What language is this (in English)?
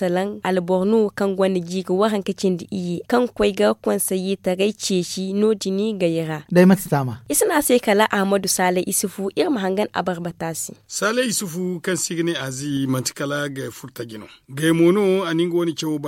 Zarma